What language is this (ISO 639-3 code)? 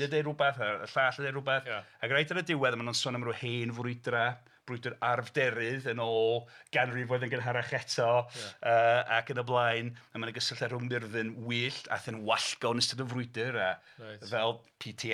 cym